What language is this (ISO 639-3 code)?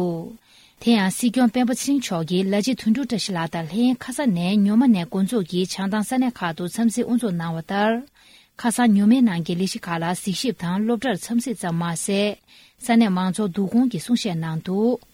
bod